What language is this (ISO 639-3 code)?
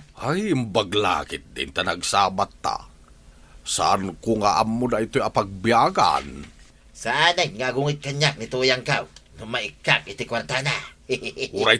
ilo